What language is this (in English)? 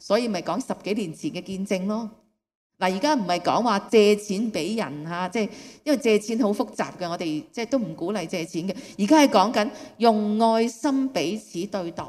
Cantonese